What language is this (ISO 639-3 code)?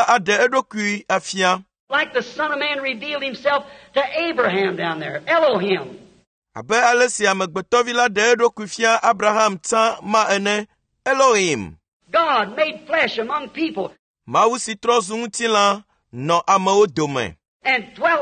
ewe